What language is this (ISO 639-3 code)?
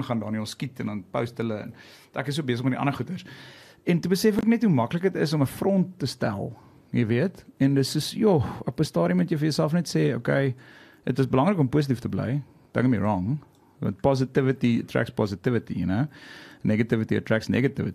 afr